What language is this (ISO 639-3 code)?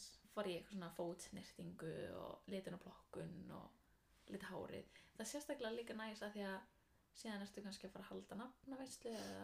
isl